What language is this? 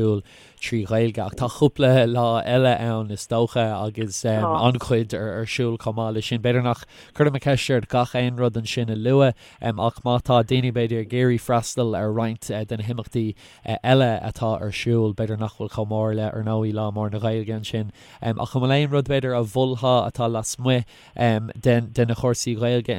Irish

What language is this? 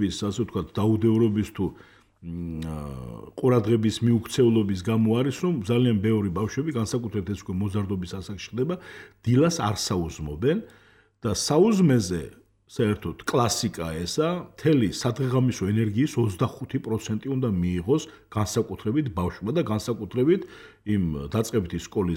Georgian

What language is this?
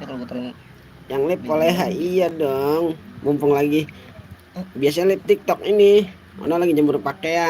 Betawi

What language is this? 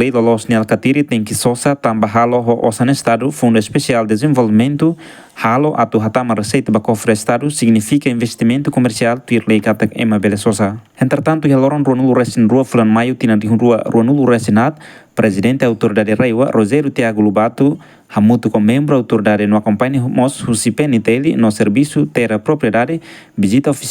Tetum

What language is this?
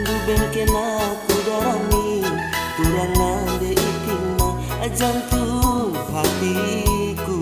Batak Karo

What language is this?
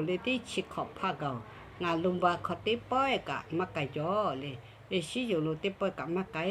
Lahu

